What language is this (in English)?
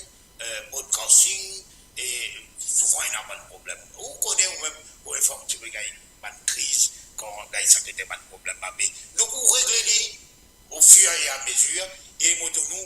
Morisyen